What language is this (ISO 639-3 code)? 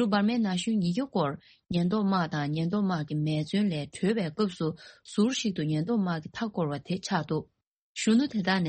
bod